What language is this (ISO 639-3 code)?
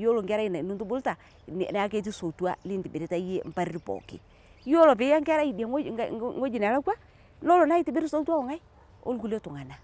mas